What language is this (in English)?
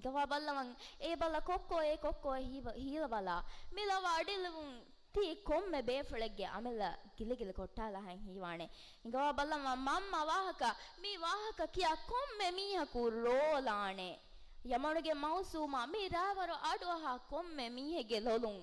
Divehi